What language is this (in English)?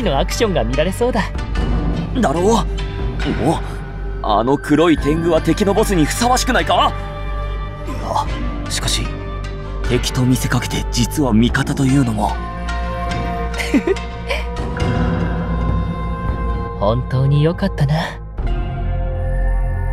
Japanese